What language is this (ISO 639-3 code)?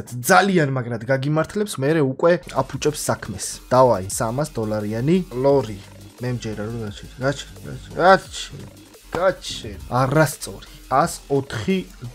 kat